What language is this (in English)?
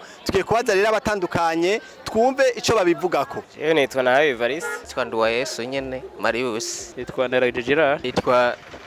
Rundi